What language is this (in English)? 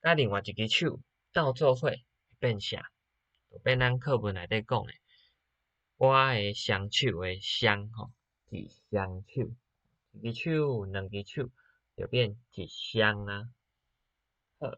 Min Nan Chinese